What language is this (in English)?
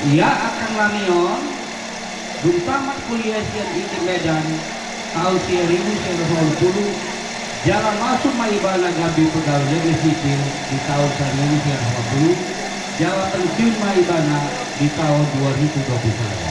Batak Toba